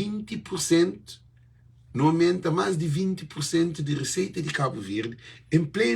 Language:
Kabuverdianu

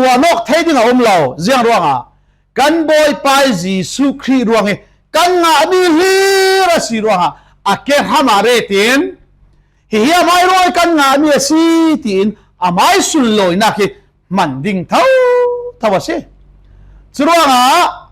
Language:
Falam Chin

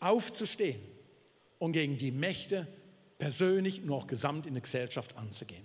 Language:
Swiss German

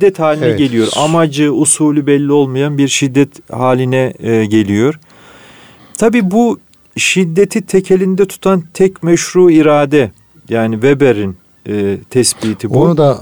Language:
Turkish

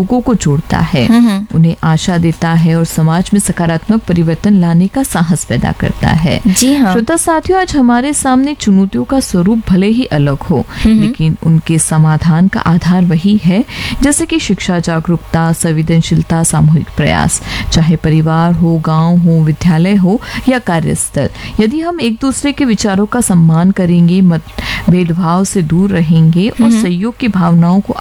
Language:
Hindi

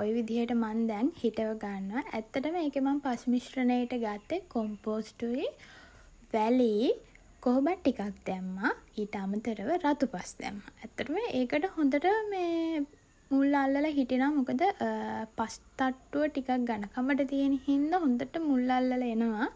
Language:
Sinhala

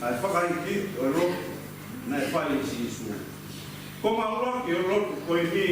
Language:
Tongan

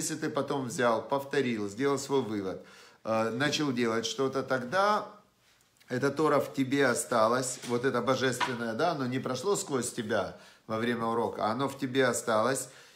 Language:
Russian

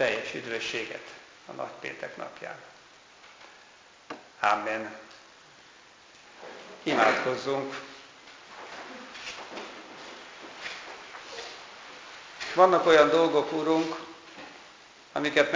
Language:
Hungarian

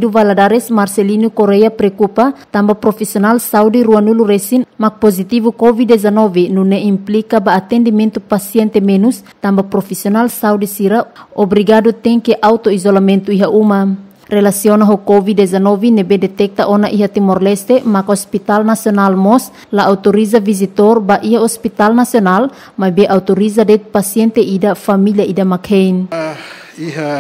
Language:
Tetum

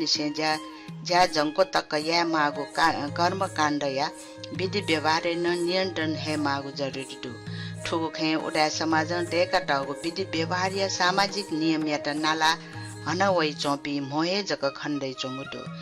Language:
Newari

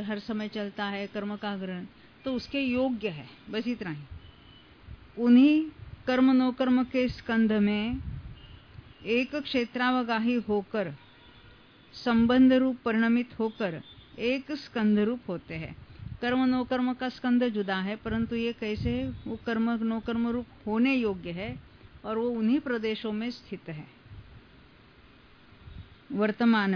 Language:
Hindi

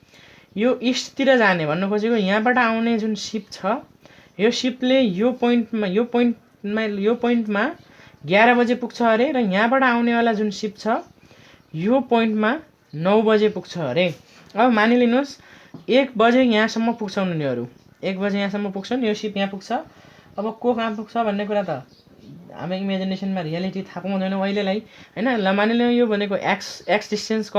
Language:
Nepali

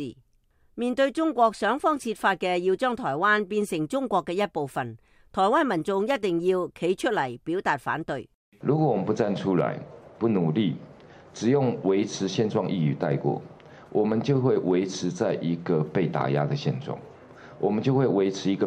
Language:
Cantonese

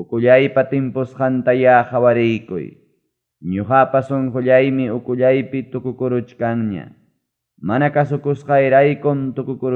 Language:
Ayacucho Quechua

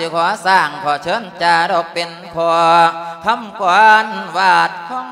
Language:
Lao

